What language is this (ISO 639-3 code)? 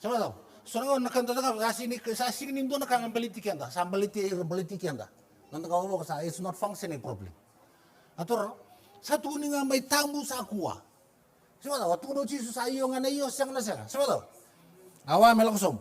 fij